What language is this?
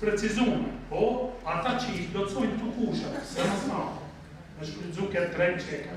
Albanian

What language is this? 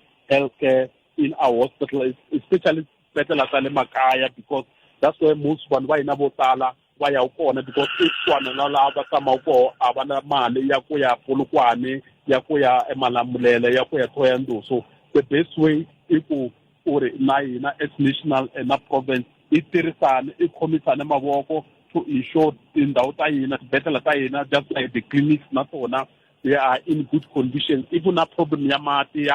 Tsonga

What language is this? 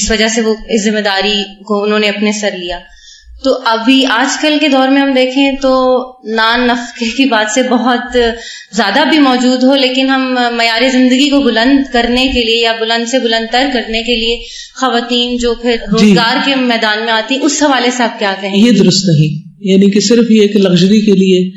Urdu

